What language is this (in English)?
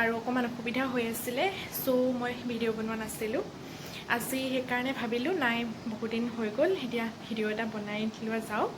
Assamese